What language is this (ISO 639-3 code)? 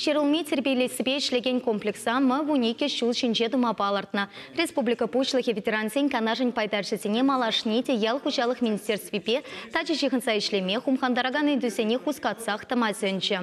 chv